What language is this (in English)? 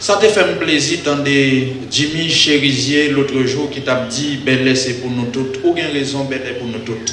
Haitian Creole